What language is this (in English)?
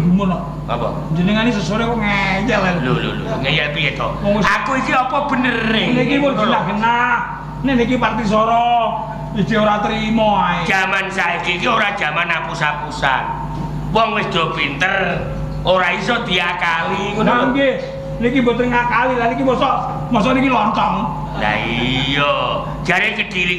Javanese